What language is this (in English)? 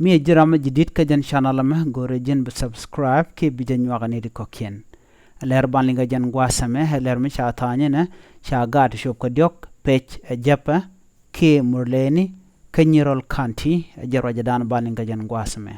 Nuer